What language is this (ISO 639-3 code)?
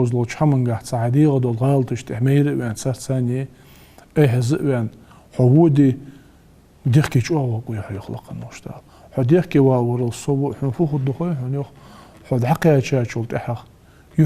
inh